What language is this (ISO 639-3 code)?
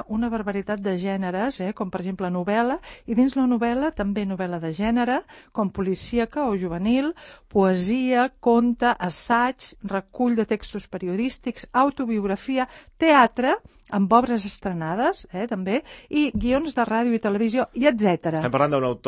cat